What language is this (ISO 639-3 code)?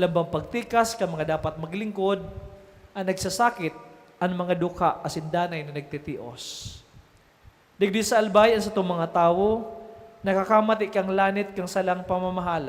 bik